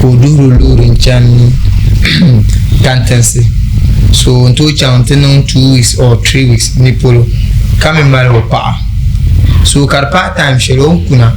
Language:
Dagbani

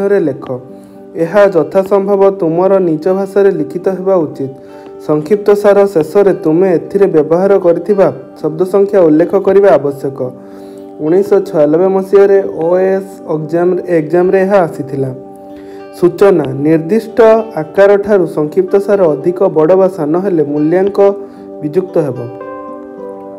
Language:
Odia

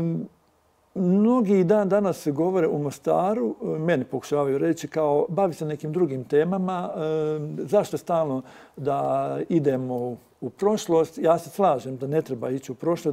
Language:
Bosnian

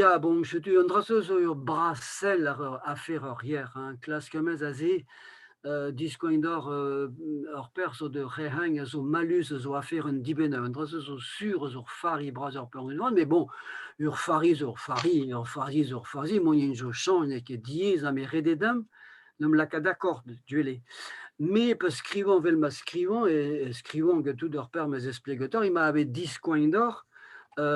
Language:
Breton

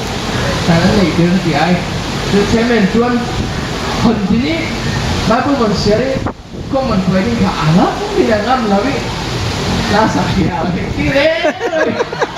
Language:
Falam Chin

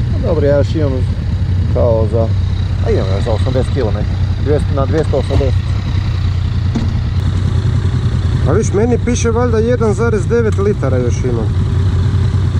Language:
Croatian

